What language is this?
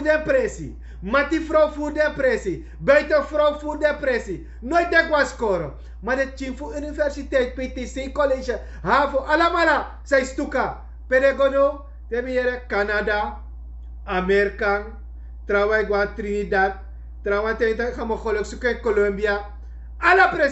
Sranan Tongo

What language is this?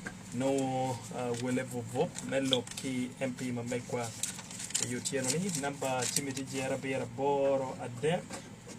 Acoli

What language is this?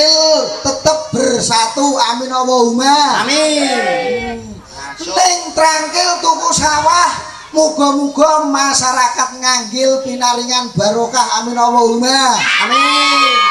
Javanese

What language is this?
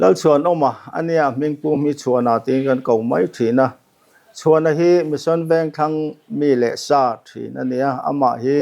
Mizo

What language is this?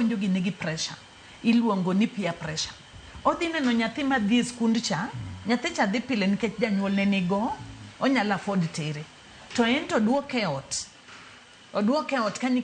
Luo (Kenya and Tanzania)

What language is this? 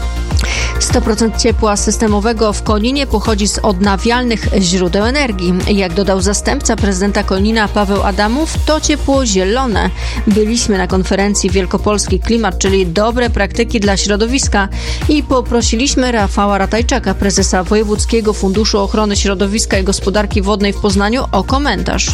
Polish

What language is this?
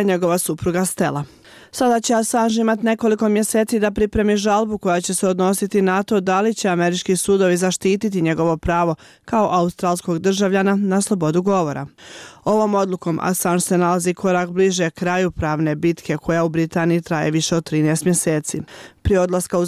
Bosnian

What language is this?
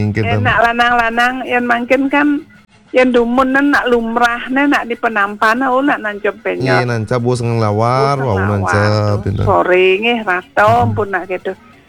Balinese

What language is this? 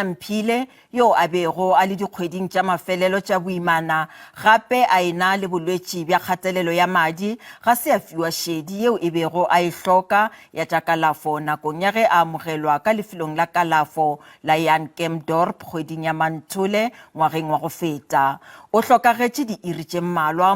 Northern Sotho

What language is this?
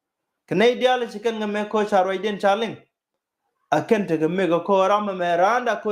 Nuer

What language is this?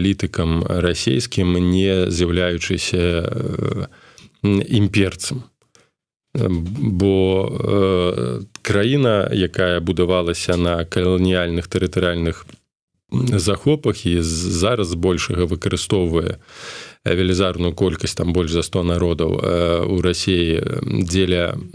Belarusian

